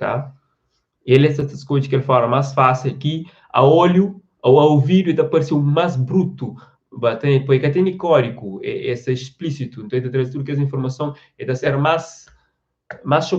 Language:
Kabuverdianu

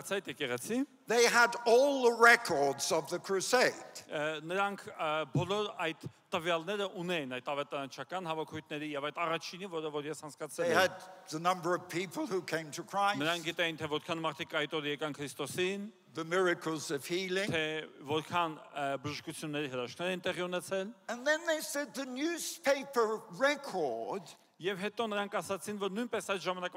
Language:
Armenian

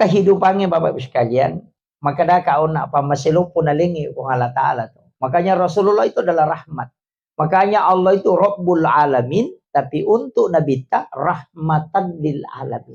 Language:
Buginese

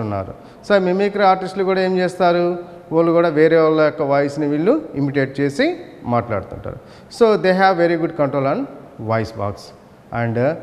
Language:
Telugu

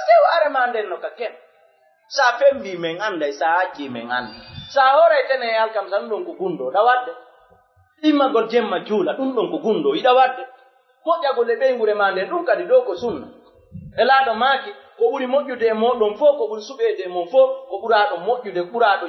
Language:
Fula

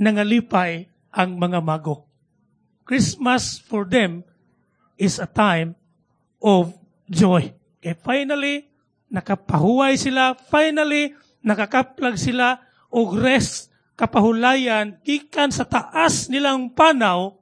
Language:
Cebuano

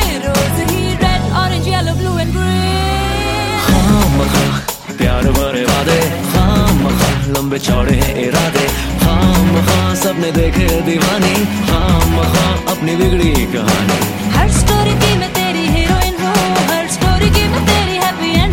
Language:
Hindi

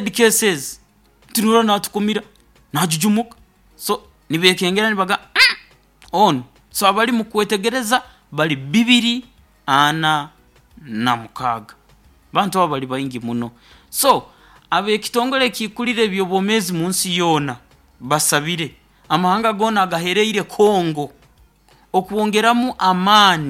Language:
Nyoro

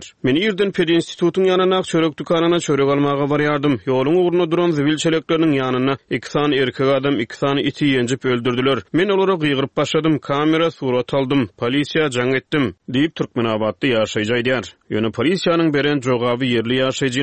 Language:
Turkmen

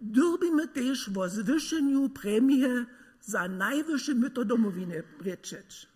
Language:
Upper Sorbian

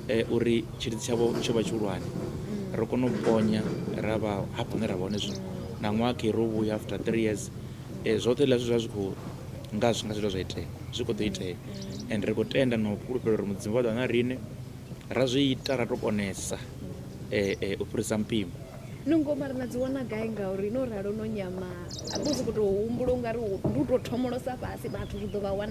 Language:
Venda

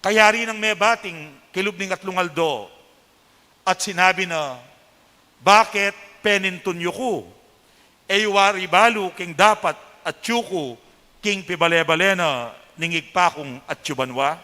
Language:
Pampanga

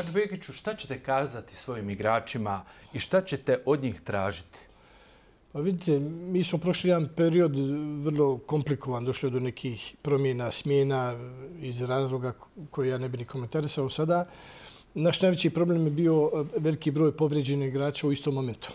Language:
Bosnian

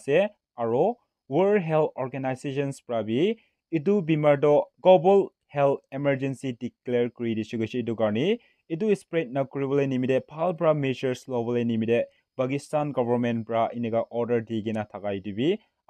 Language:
Naga Pidgin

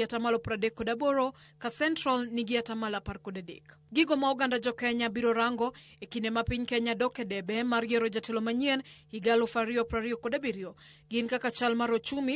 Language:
Luo (Kenya and Tanzania)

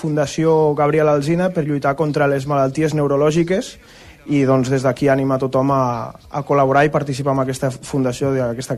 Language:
Catalan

